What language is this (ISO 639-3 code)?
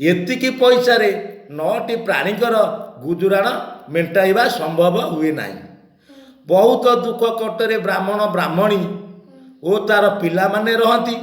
ori